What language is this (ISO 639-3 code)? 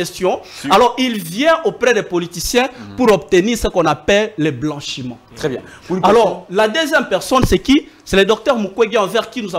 fra